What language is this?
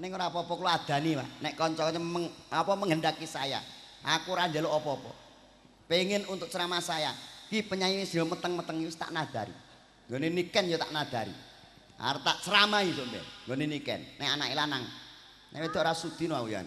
Javanese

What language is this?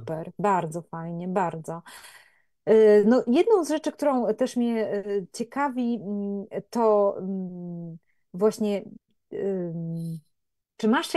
Polish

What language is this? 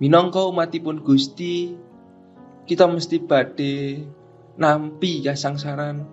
Javanese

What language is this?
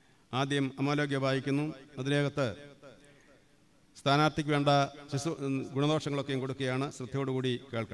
Malayalam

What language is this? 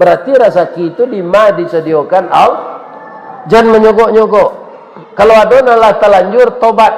Minangkabau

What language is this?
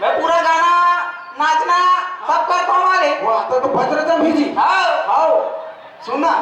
Chhattisgarhi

